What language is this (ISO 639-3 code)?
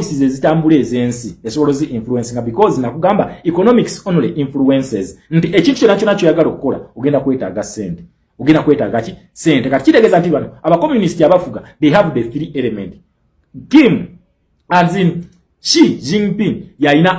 lug